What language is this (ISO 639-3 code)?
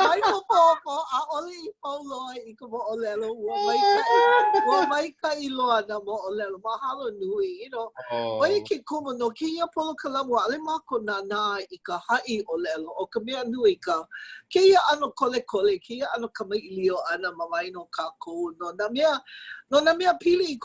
haw